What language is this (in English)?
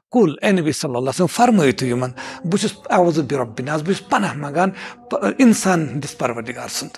Kashmiri